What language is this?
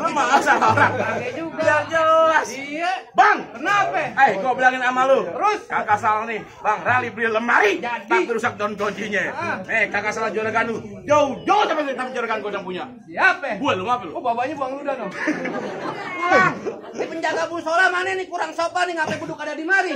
Betawi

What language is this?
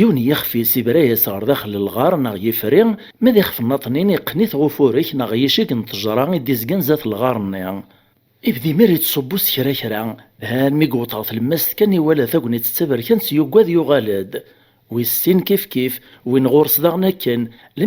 Kabyle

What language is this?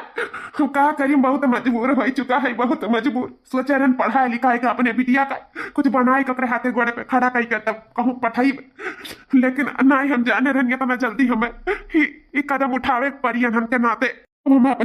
Awadhi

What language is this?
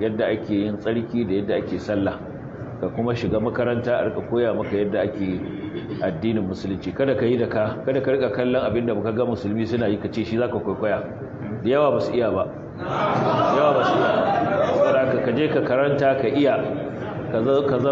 Hausa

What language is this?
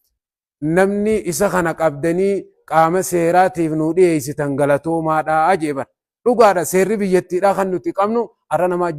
Oromo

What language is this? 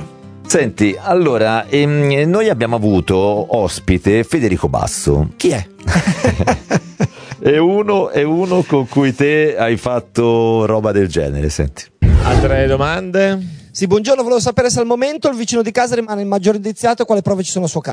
Italian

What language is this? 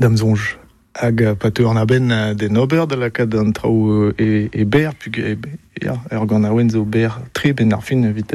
Breton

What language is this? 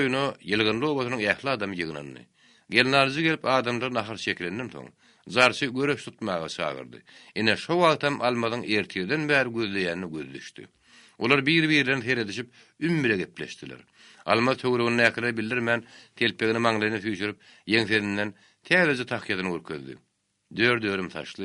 Turkmen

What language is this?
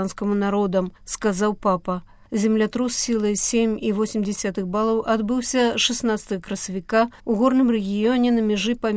Belarusian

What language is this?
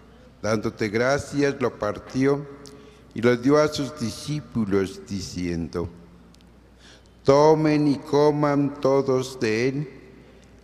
Spanish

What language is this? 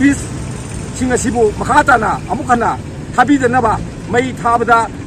Manipuri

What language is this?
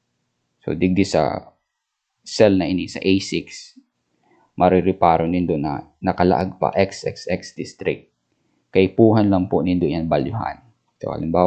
Bikol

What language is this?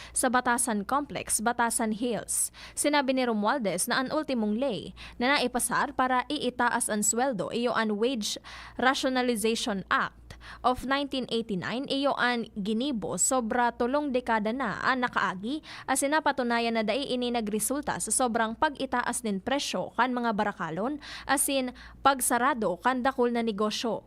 Bikol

